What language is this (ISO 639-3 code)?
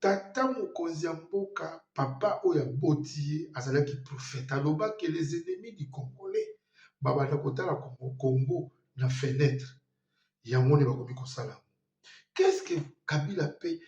lin